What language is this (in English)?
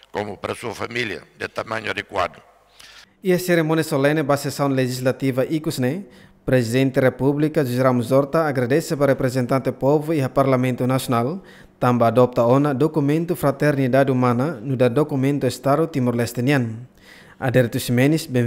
Tetum